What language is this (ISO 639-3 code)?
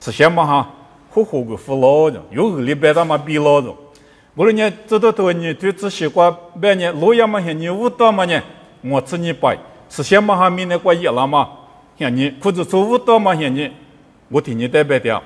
lis